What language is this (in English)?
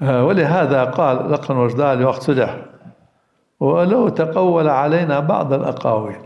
Ingush